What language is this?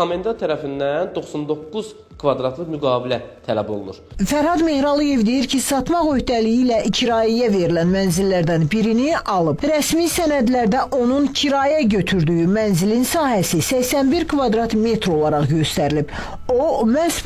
Azerbaijani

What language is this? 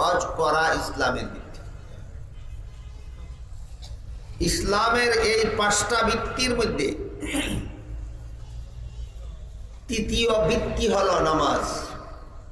Bangla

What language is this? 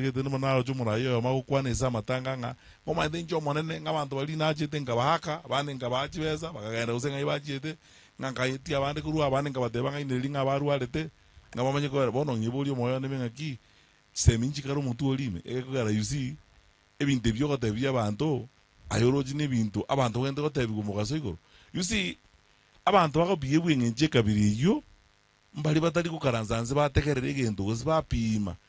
Gusii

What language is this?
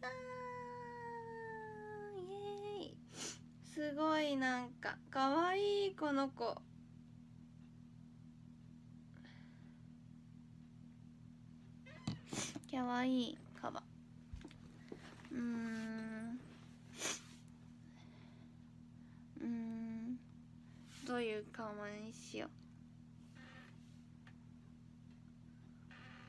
Japanese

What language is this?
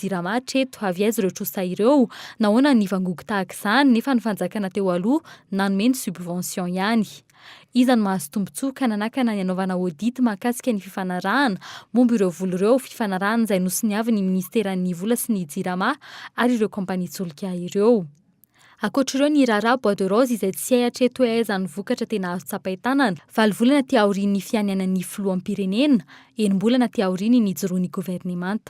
Malagasy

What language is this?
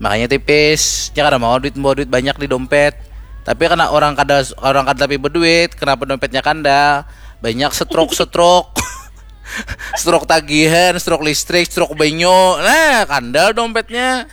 Banjar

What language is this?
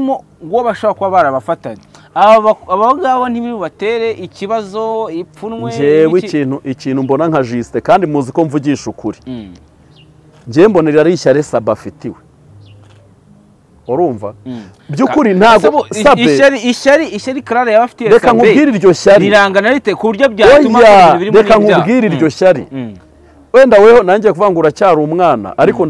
Kinyarwanda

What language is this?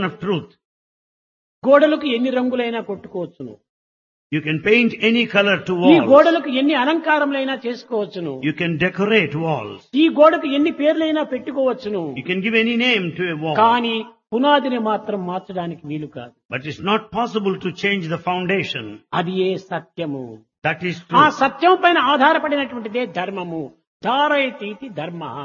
Telugu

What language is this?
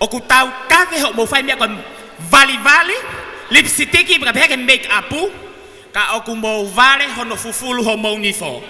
Tongan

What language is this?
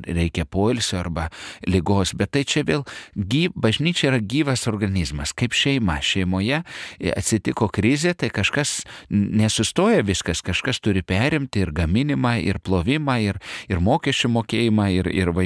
Lithuanian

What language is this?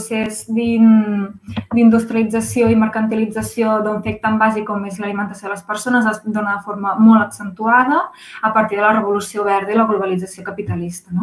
Catalan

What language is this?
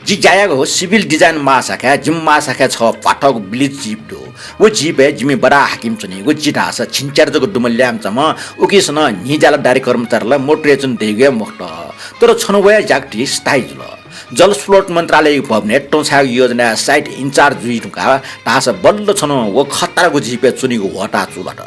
Newari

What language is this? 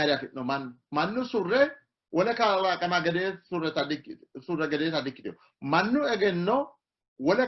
Sidamo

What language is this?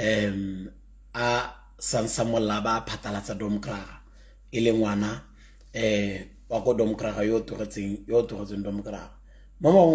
Tswana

